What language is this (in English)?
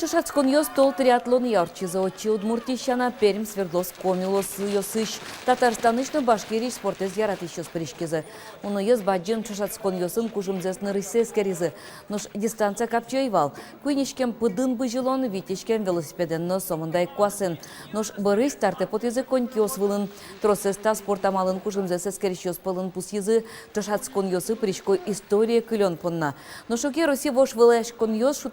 Udmurt